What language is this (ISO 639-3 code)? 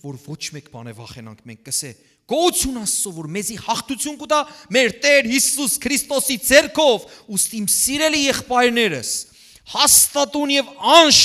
hyw